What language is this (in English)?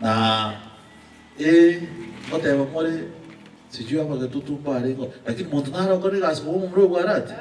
Gusii